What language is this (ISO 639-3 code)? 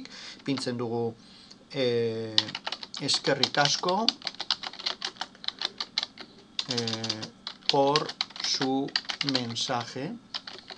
eus